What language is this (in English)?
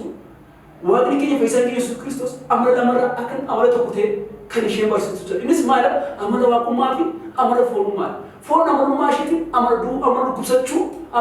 Oromo